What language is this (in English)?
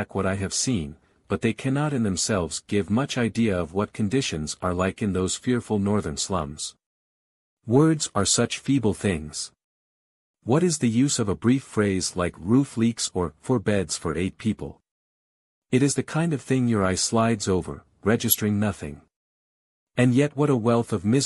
English